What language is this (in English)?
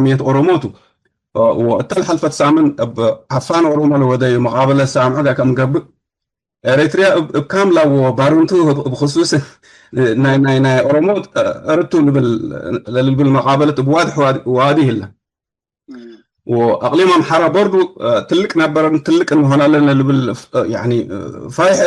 Tigre